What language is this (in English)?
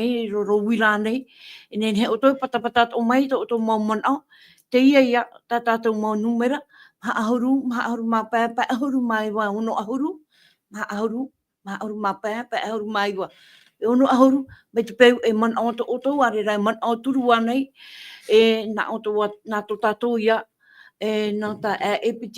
Tahitian